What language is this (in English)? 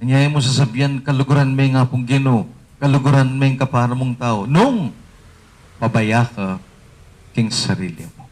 Pampanga